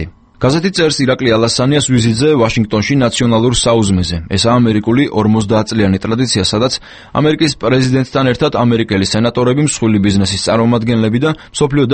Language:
Georgian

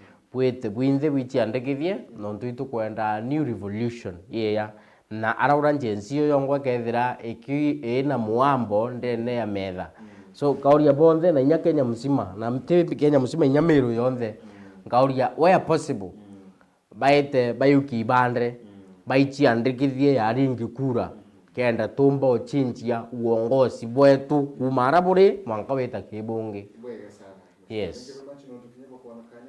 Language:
Meru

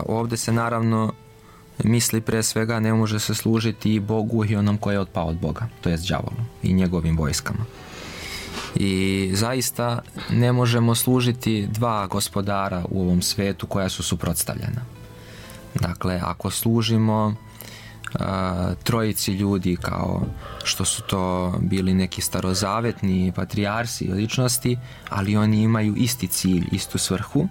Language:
Serbian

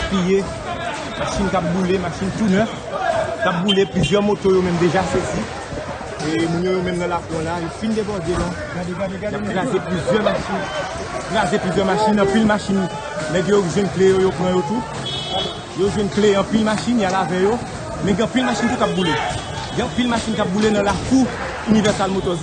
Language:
Haitian Creole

